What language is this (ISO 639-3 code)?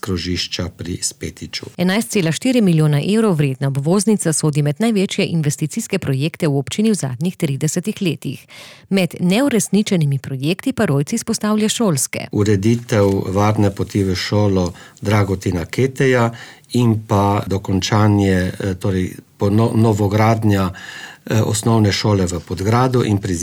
slv